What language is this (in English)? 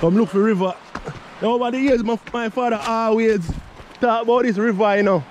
Jamaican Creole English